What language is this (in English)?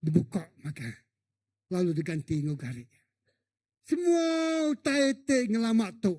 Iban